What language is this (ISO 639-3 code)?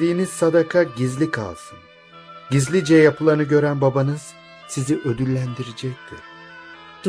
tur